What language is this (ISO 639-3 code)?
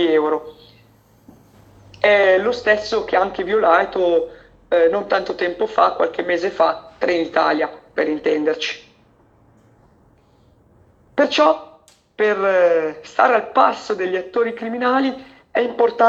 ita